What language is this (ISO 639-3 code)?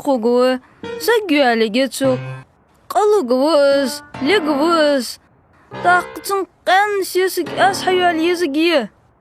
inh